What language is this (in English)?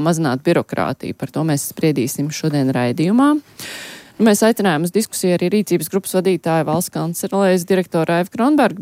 Latvian